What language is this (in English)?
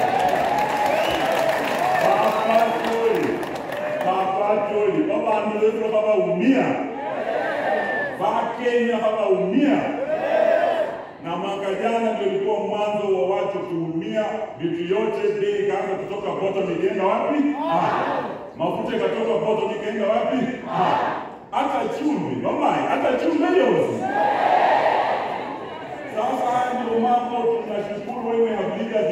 Swahili